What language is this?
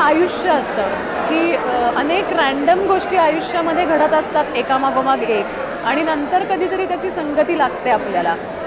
Marathi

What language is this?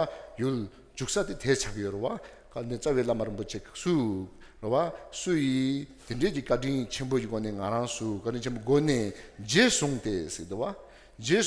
Tibetan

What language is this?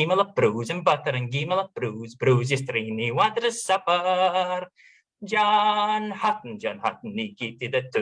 Scots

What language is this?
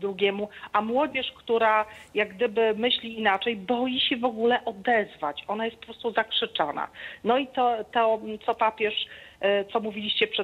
Polish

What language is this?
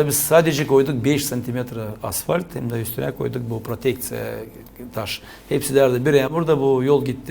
Gagauz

